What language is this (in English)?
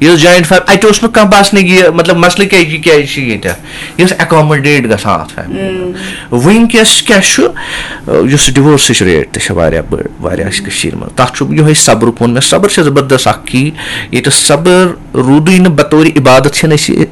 Kashmiri